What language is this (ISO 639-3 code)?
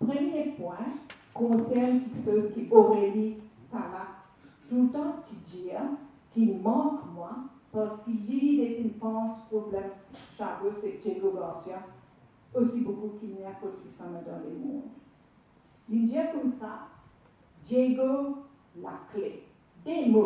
mfe